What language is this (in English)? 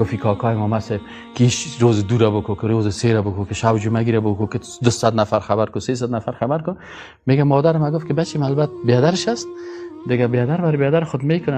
Persian